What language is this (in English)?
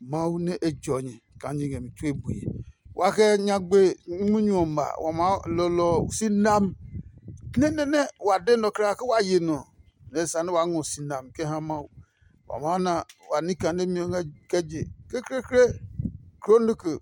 Adangme